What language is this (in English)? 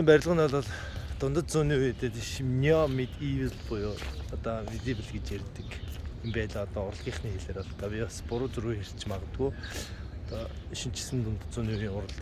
Mongolian